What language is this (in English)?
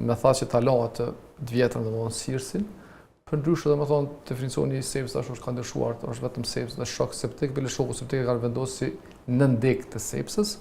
Albanian